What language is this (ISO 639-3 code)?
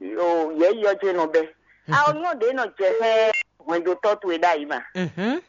fon